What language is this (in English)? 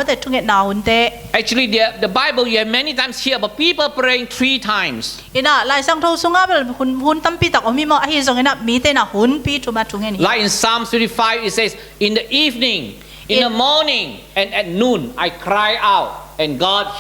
Tedim Chin